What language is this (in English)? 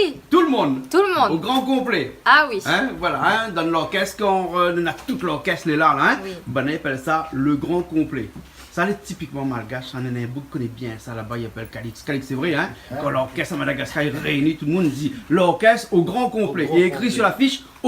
Réunion Creole French